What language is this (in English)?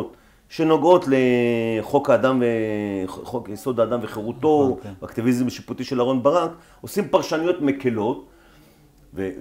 Hebrew